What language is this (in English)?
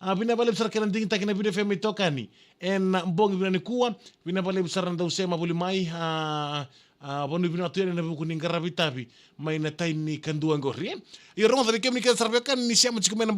Fijian